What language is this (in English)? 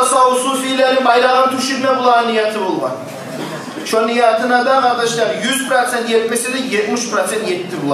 Kumyk